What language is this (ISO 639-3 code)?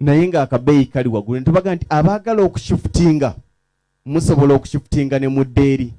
lug